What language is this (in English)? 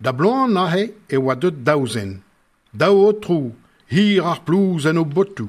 Breton